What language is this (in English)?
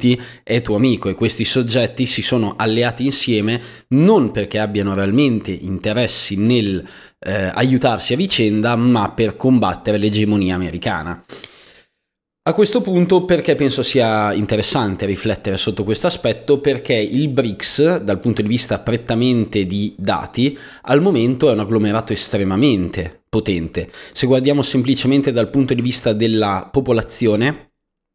Italian